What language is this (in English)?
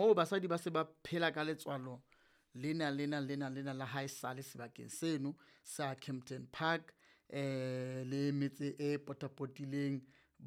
Southern Sotho